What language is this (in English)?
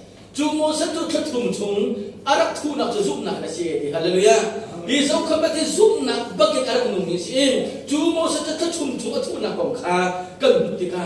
Hakha Chin